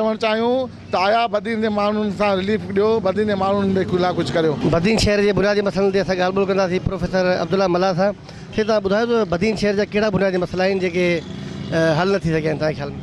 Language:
Sindhi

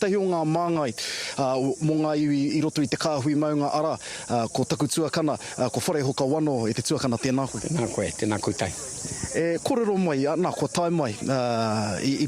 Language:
Māori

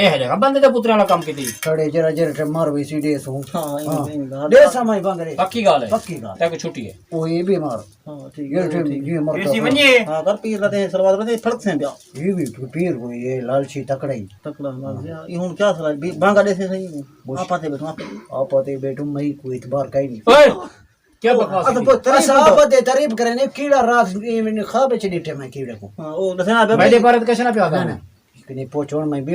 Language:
Saraiki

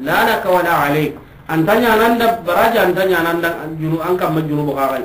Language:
Soninke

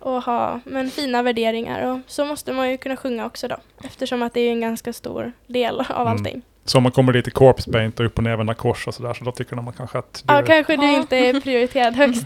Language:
Swedish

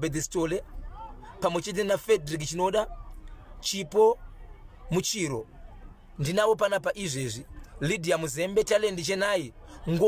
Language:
Shona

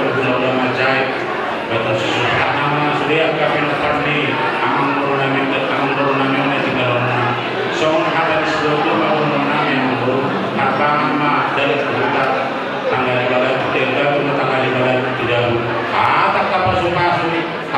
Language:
Batak Toba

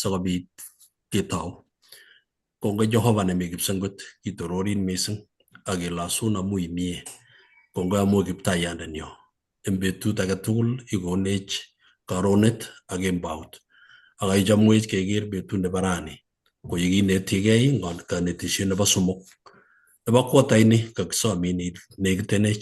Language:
Kalenjin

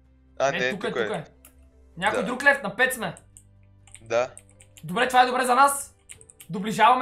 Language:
Bulgarian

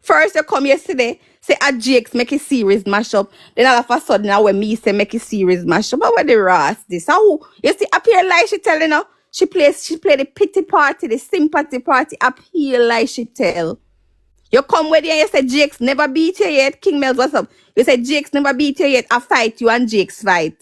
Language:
Jamaican Creole English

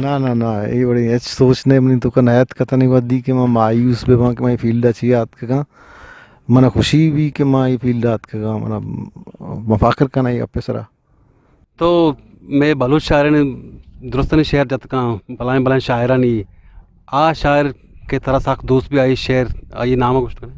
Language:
Eastern Balochi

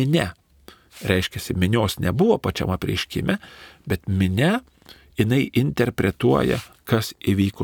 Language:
Lithuanian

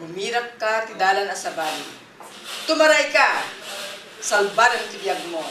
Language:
Iloko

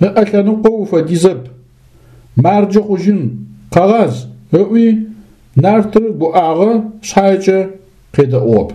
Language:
Adyghe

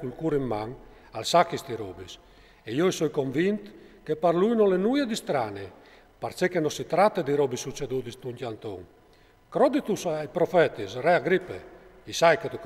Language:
Friulian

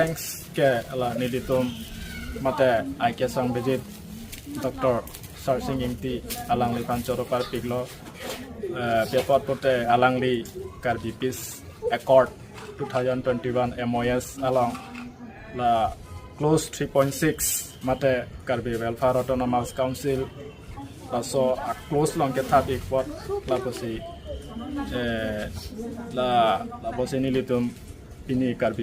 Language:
Karbi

